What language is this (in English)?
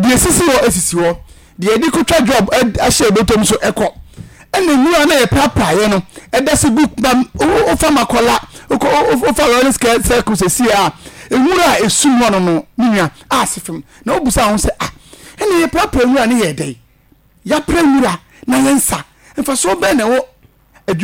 Akan